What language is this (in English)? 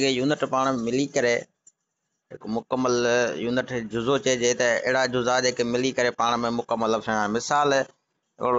Sindhi